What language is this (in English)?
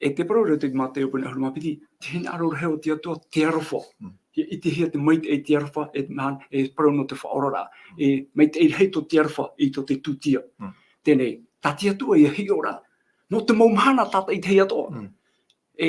Tahitian